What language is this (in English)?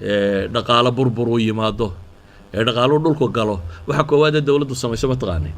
Somali